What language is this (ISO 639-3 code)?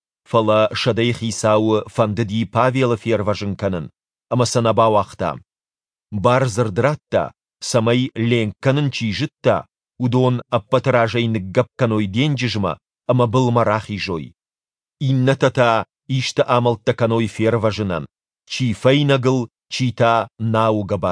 oss